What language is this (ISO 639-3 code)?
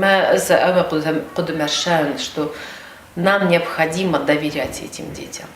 oss